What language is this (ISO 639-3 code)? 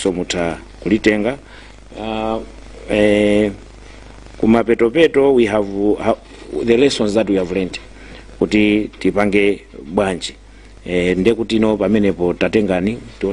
nya